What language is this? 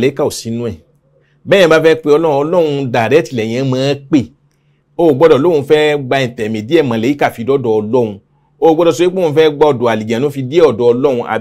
Yoruba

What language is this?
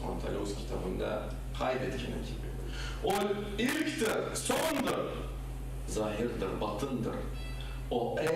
Crimean Tatar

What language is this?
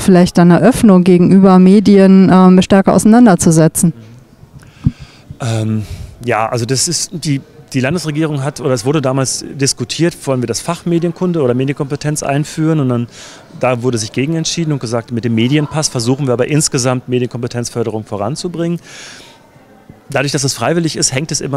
German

